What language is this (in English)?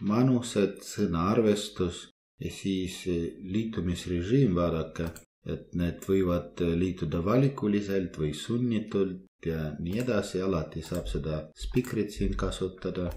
Estonian